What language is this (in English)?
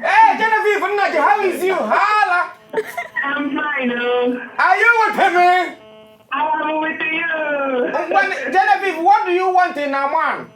Nigerian Pidgin